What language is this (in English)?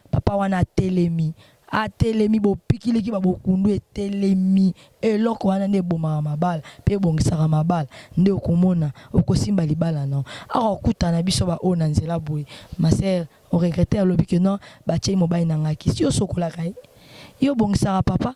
Lingala